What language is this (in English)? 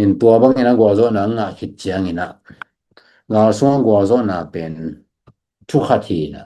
Tedim Chin